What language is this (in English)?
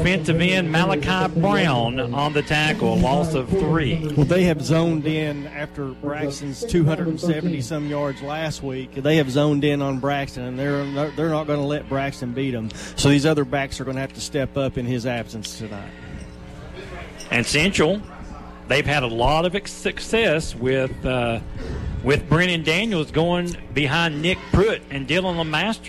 English